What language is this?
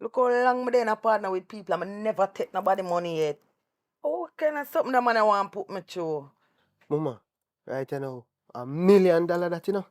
Jamaican Creole English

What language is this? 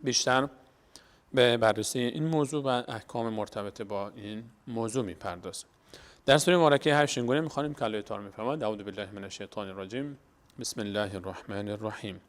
Persian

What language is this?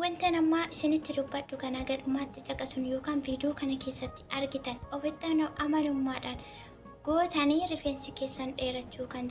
Oromo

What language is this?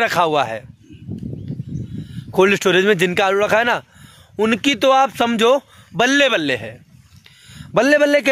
Hindi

